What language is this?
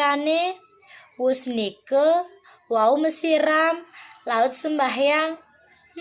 Balinese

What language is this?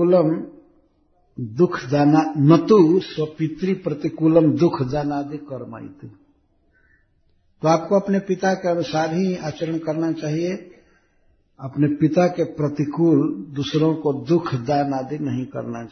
Hindi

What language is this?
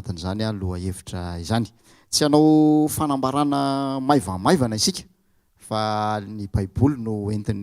Malagasy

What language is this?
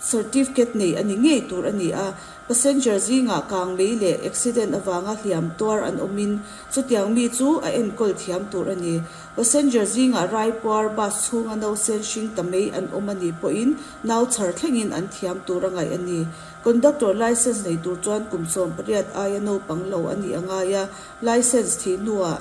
Mizo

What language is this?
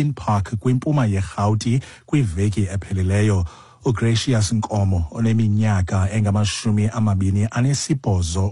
Xhosa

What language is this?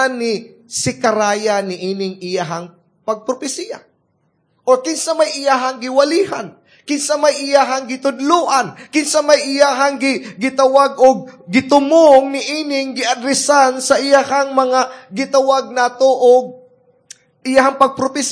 Cebuano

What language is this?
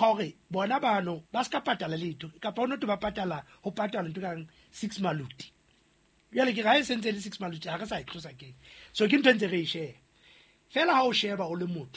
Southern Sotho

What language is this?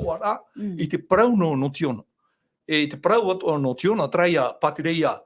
Tahitian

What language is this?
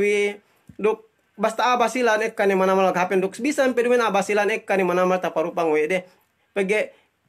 Yakan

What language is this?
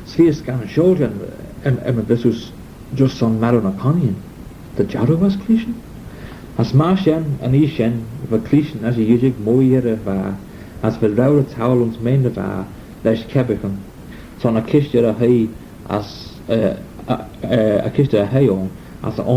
Manx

